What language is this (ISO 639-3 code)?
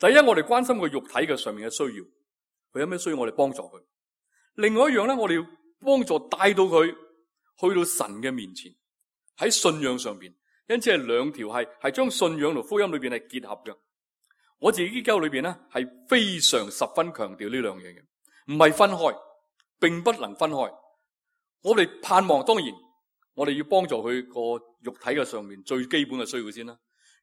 yue